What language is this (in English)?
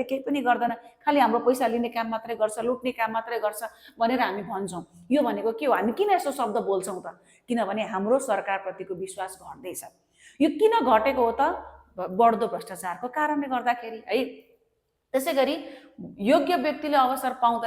Nepali